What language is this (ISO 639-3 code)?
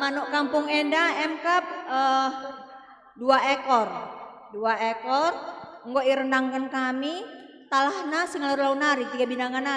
btx